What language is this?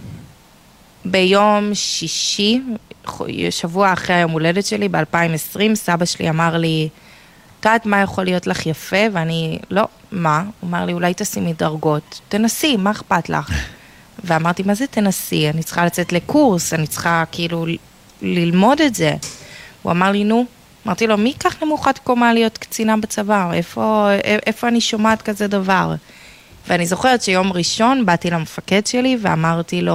Hebrew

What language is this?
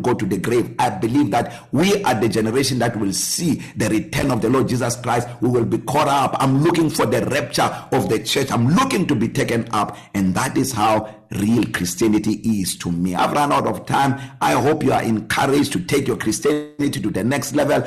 English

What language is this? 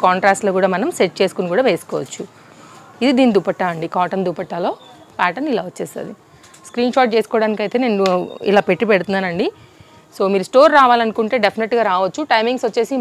Telugu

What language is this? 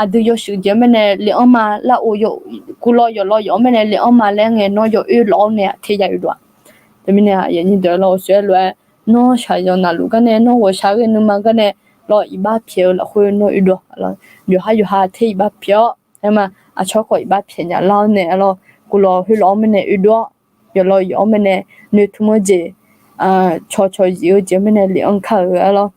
Akha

